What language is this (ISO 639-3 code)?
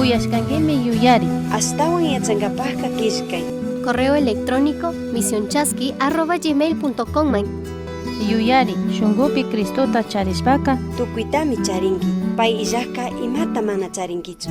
qug